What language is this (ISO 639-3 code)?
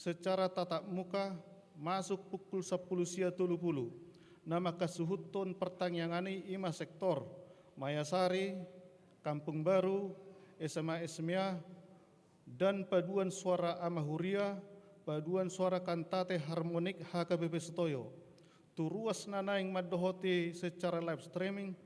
bbc